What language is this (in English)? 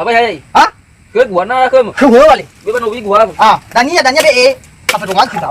Nias